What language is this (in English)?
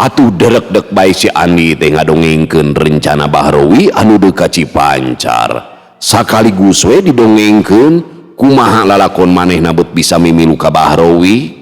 Sundanese